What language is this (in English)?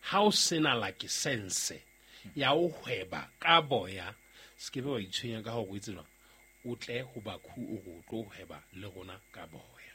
Southern Sotho